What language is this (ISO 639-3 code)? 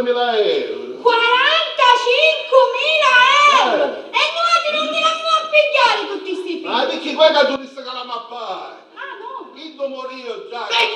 scn